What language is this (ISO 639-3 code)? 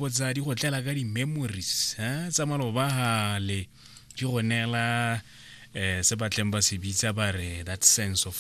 tsn